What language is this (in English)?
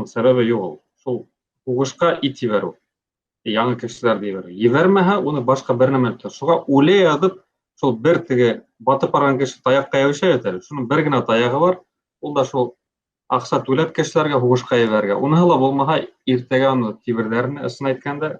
Bashkir